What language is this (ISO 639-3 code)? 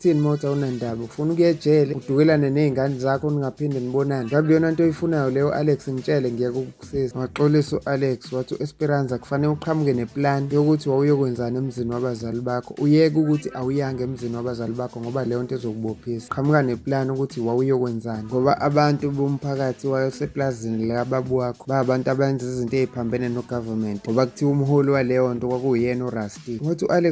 zul